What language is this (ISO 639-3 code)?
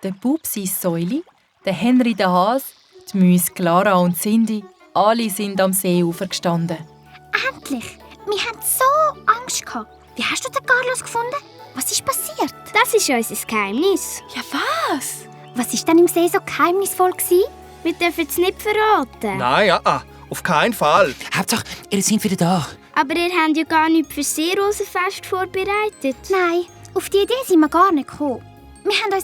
gsw